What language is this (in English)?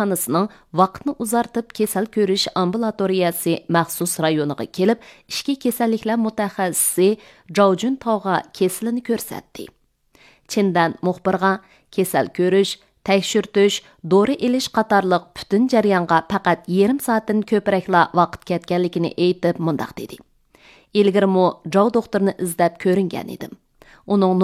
Uyghur